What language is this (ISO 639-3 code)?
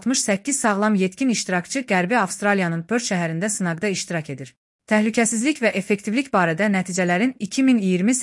aze